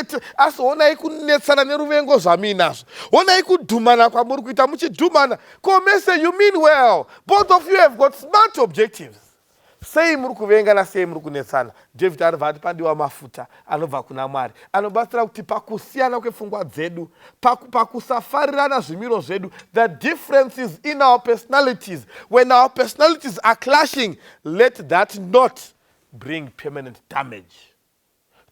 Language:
Shona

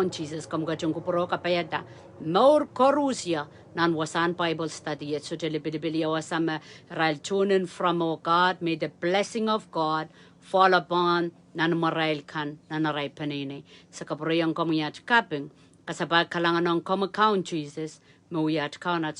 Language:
Pohnpeian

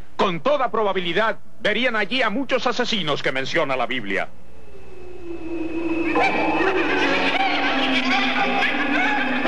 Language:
Spanish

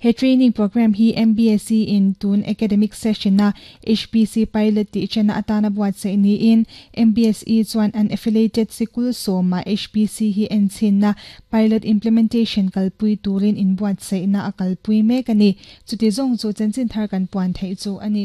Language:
Mizo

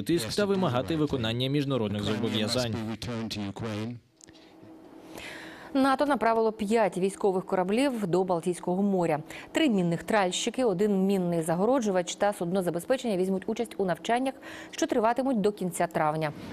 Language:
Ukrainian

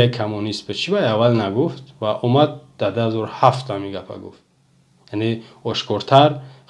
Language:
Tajik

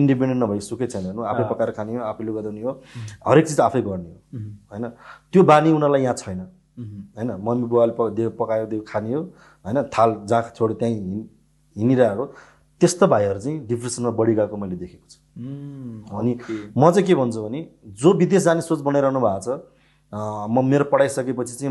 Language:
Nepali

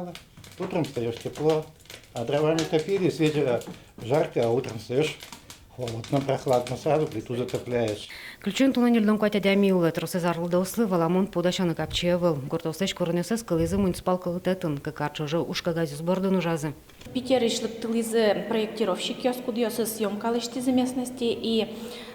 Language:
Udmurt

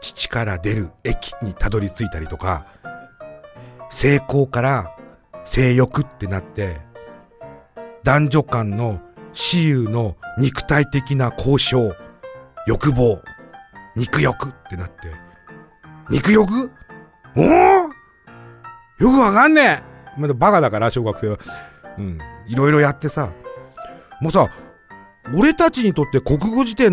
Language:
Japanese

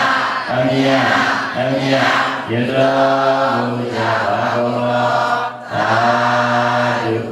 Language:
Burmese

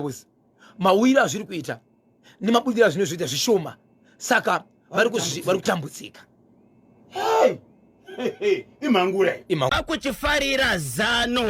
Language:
Shona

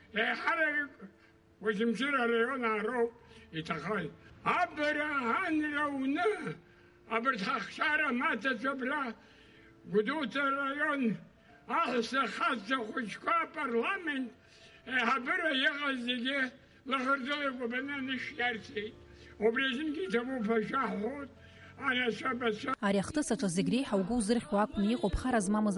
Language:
Abkhazian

